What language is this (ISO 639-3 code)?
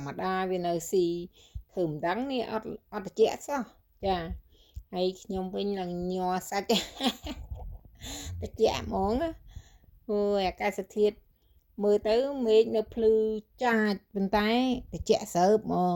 khm